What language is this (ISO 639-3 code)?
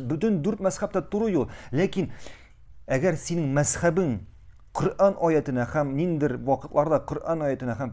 tat